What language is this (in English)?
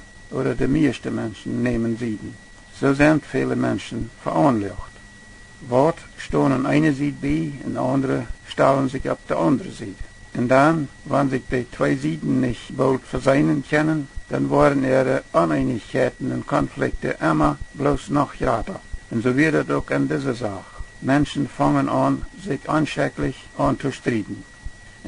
Plautdietsch